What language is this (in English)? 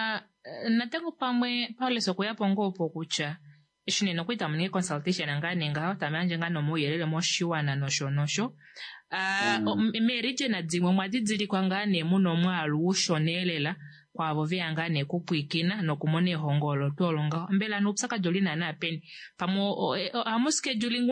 Kuanyama